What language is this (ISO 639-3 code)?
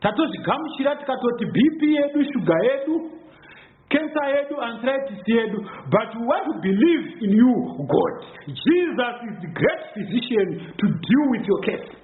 sna